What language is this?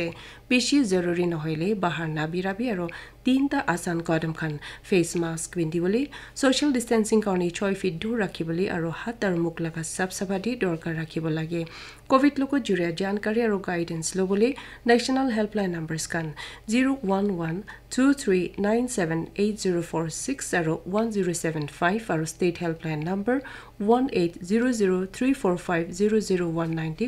Naga Pidgin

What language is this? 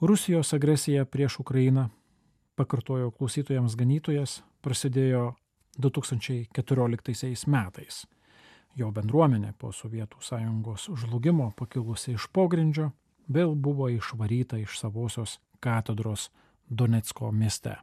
Lithuanian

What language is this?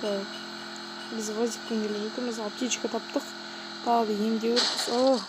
Kazakh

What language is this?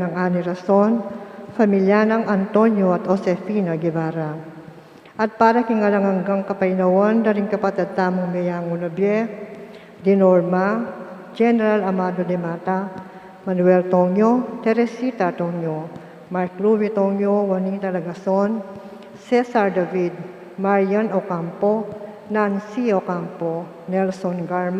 Pampanga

